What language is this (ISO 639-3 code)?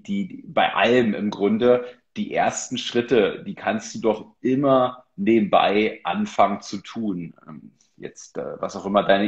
deu